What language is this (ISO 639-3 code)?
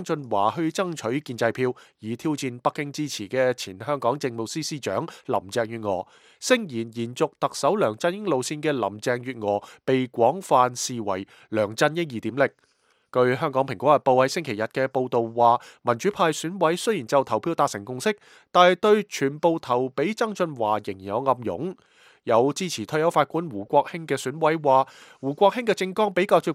yue